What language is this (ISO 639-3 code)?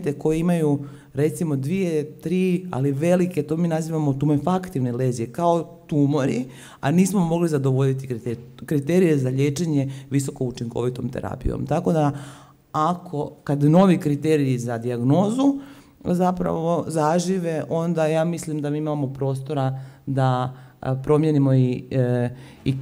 hrv